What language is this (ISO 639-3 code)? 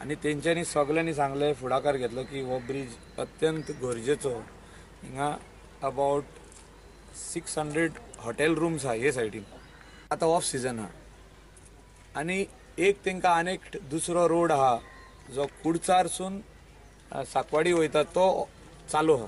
kok